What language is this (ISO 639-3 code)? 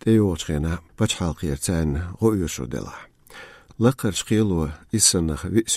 che